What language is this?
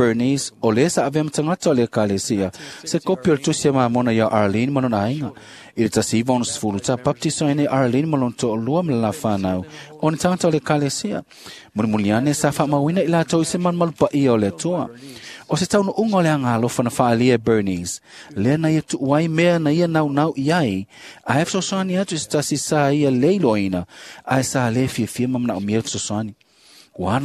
Samoan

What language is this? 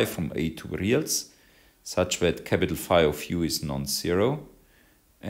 English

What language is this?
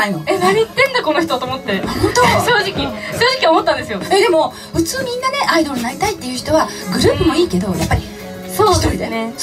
Japanese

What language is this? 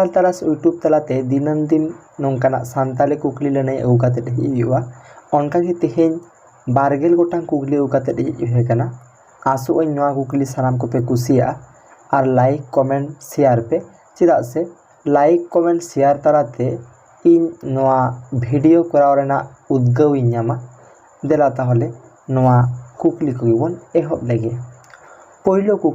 Santali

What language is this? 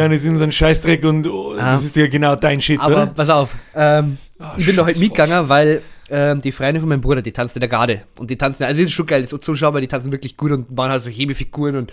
Bavarian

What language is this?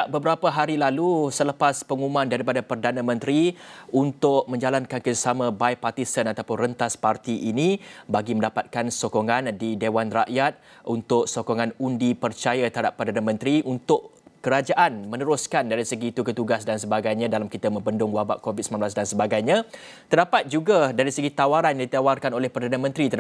Malay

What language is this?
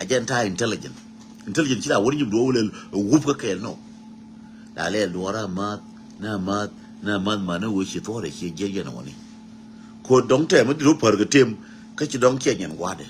Nuer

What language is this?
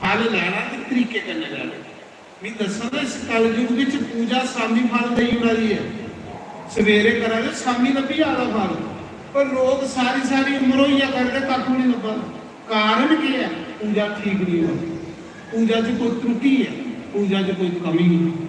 Dogri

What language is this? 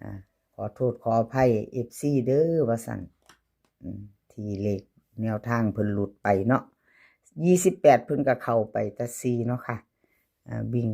Northeastern Thai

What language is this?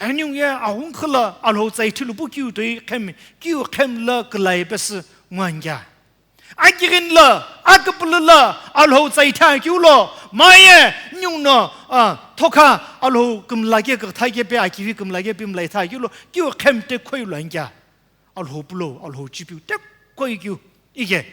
Sumi Naga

